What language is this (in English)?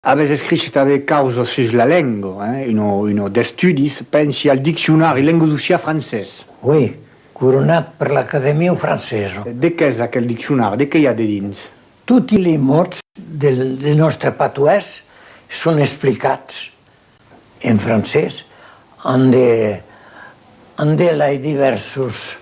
Occitan